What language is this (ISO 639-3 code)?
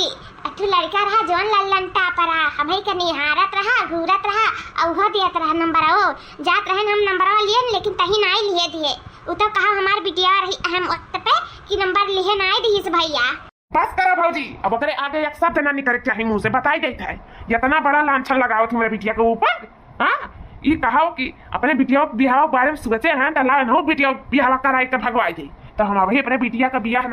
awa